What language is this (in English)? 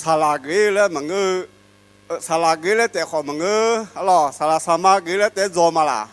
Akha